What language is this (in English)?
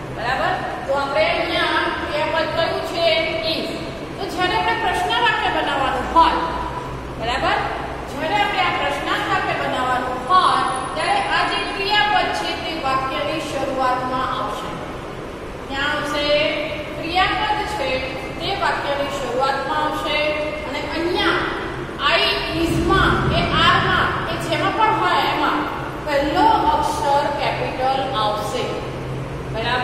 Gujarati